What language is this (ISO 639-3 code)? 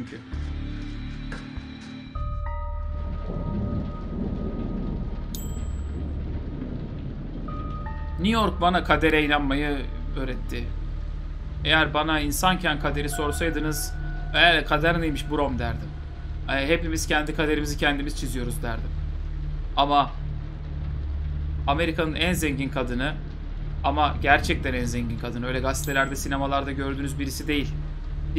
tur